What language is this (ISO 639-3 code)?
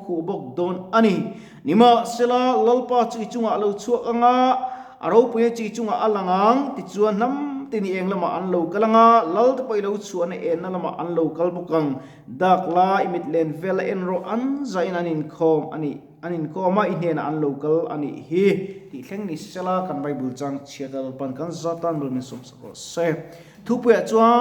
lus